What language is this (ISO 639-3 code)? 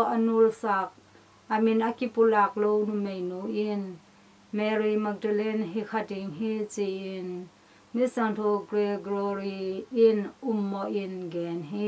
ctd